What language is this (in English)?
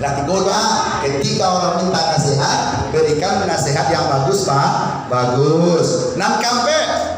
Minangkabau